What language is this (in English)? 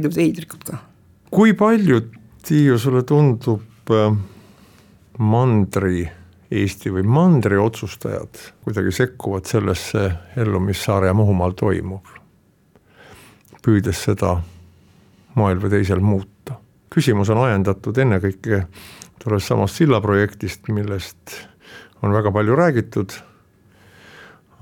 Estonian